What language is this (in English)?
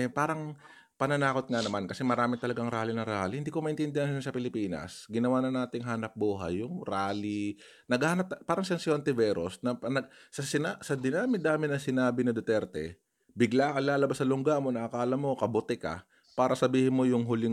Filipino